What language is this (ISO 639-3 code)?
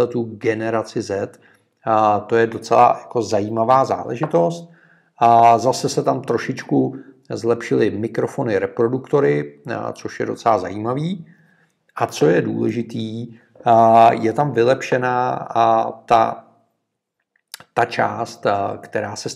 ces